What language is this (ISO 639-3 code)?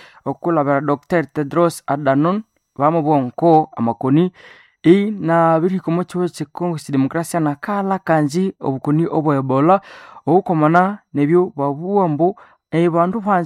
nnb